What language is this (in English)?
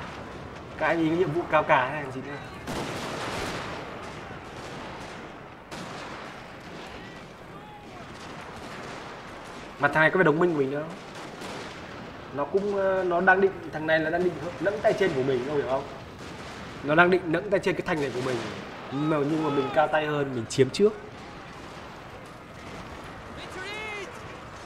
Vietnamese